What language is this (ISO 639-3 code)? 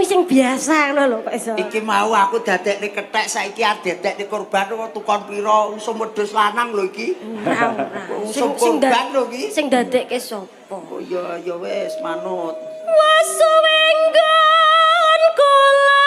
jav